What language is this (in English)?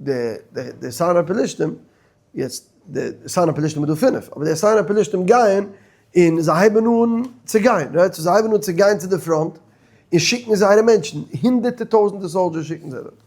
Yiddish